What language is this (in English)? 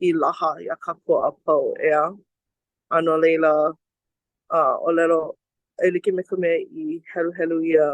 Hawaiian